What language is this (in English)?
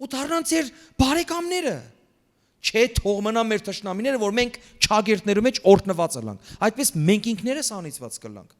Western Armenian